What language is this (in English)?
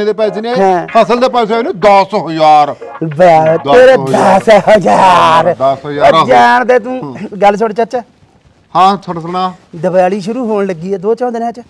Punjabi